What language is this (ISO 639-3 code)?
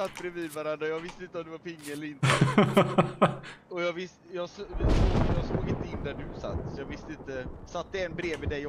swe